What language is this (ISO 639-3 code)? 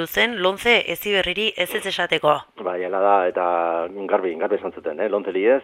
eus